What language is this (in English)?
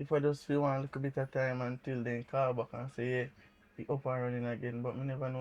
Jamaican Creole English